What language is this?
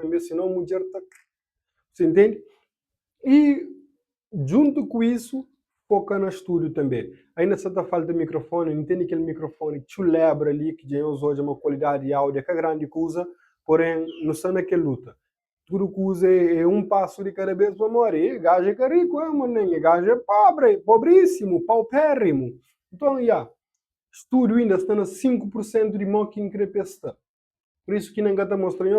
Kabuverdianu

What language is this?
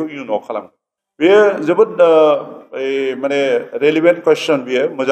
Bodo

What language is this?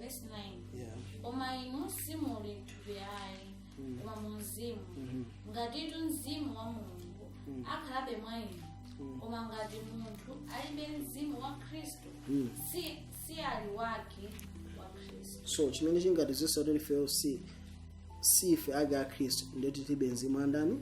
Nyanja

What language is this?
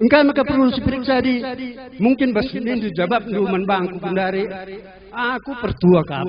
Batak Karo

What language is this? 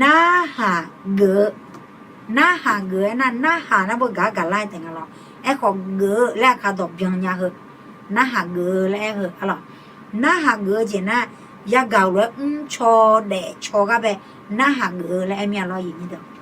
Akha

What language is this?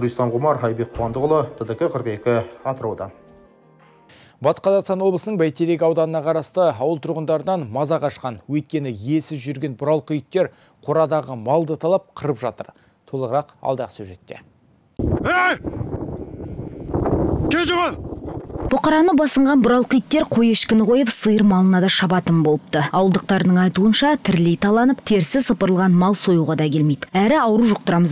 Kazakh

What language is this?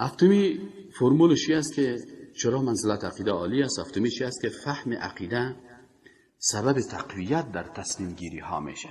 Persian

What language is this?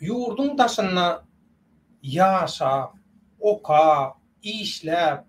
Turkmen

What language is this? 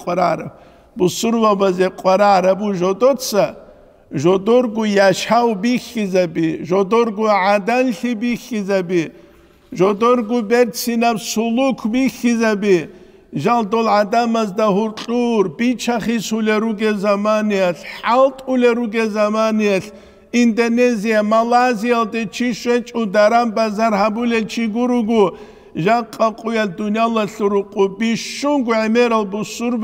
Avaric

